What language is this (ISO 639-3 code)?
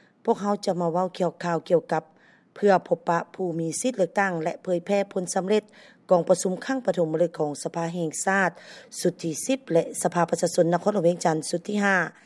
lao